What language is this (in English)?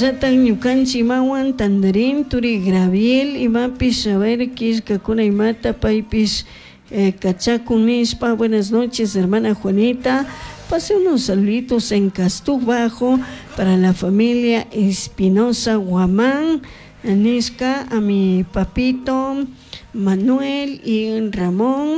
Chimborazo Highland Quichua